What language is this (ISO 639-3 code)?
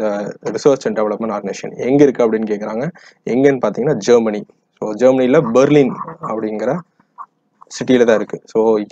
tam